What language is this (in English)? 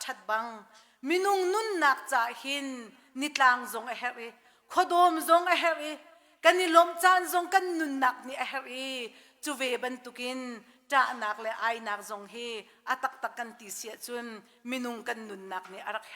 Hakha Chin